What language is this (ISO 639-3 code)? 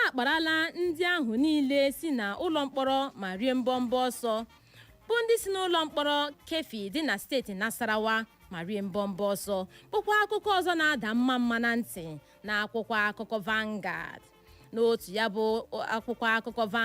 ibo